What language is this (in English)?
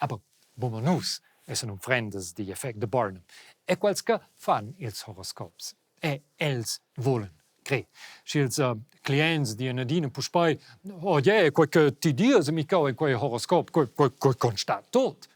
Romansh